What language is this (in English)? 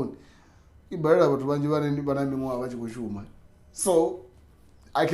Venda